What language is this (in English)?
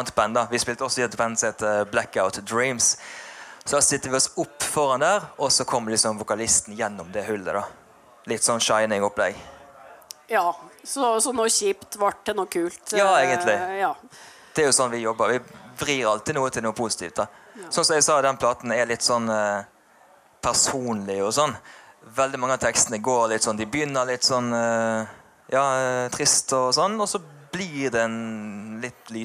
Norwegian